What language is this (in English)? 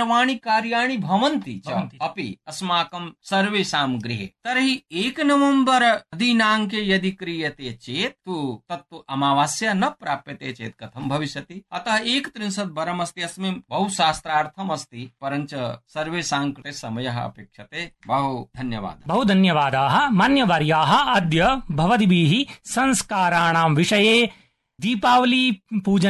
Sanskrit